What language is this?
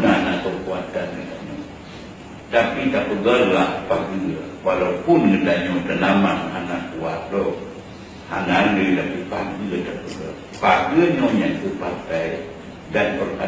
Achinese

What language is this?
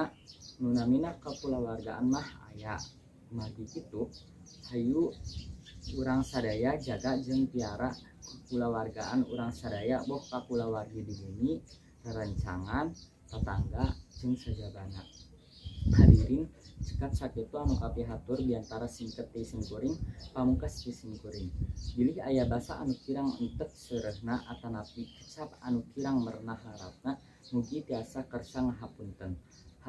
Sundanese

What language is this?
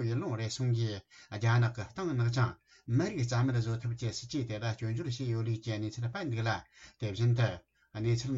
Tibetan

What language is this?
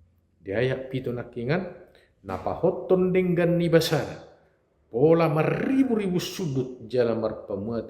Batak Toba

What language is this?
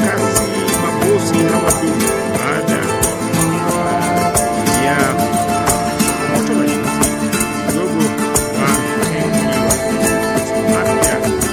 Swahili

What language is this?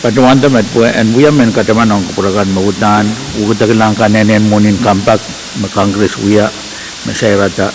Pohnpeian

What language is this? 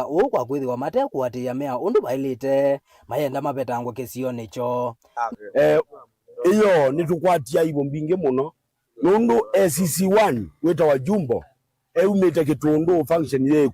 Kamba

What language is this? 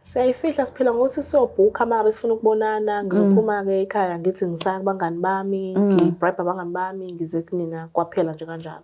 Zulu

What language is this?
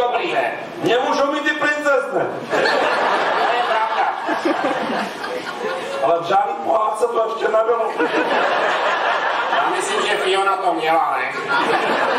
Czech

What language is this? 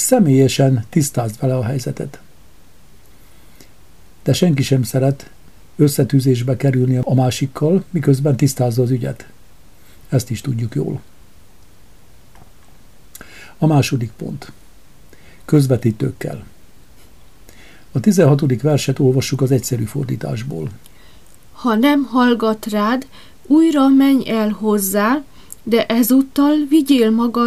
Hungarian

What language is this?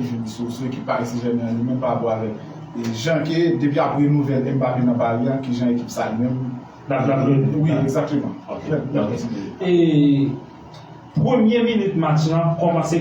Haitian Creole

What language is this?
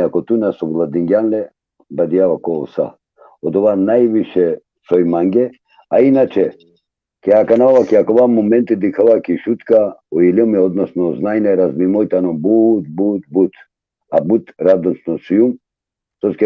Balkan Romani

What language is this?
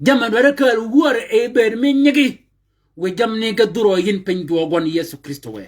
Shilluk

